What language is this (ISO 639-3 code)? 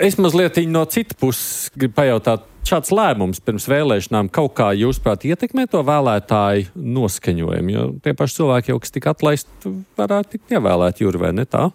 lav